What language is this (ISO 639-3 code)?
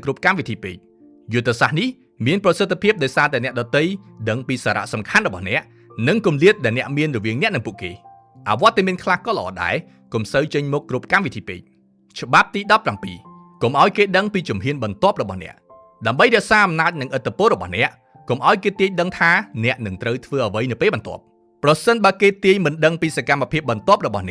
khm